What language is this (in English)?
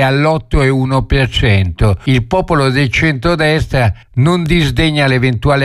Italian